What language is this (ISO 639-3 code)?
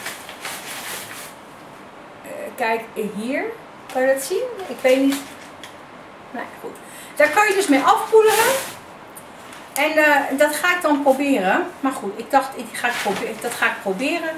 nld